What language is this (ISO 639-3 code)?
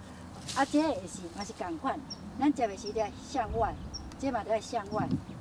nan